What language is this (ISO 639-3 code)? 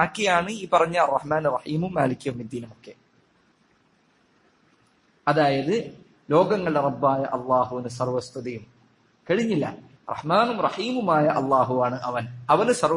mal